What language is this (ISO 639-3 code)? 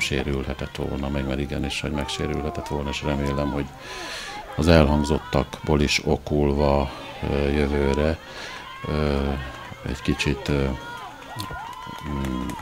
hun